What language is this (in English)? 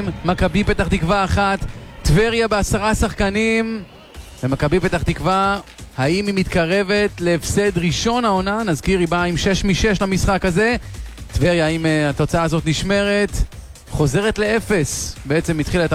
Hebrew